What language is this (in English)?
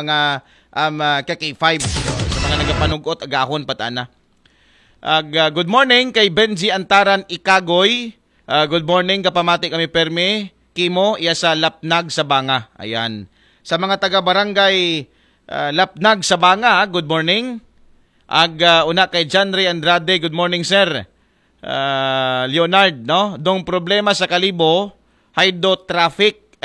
Aklanon